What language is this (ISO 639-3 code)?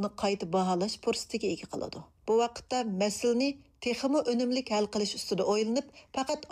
uig